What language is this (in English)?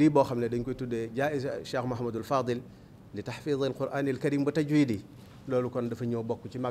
Wolof